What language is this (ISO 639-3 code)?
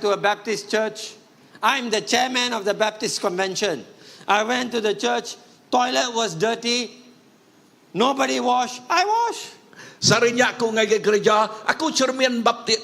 iba